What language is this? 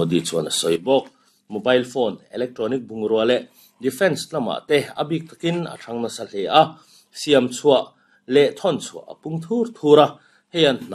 Mizo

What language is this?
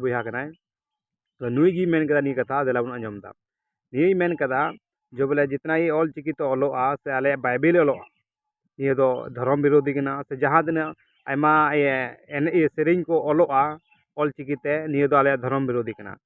Santali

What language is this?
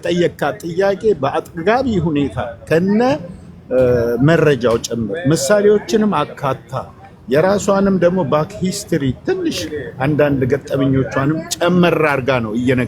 Amharic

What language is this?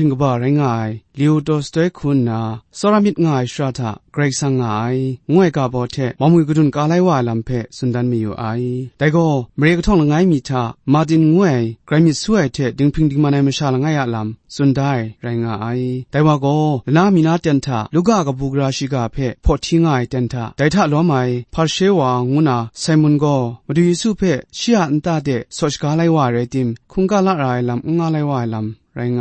Kachin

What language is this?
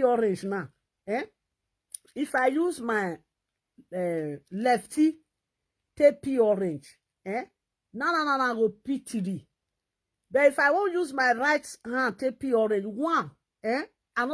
Nigerian Pidgin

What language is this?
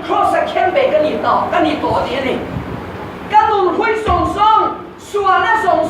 Hakha Chin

